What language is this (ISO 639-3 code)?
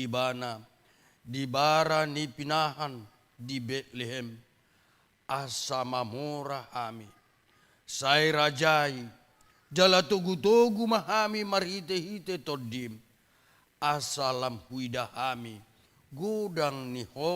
bbc